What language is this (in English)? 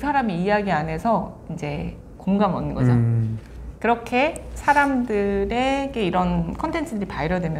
Korean